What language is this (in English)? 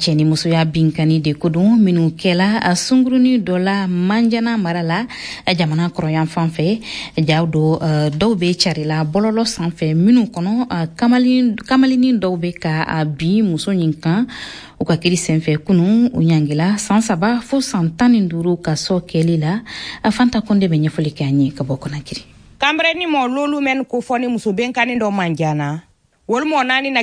Bambara